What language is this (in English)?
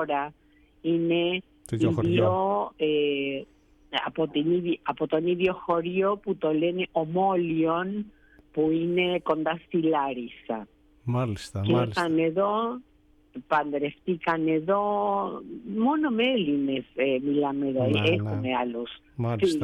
Greek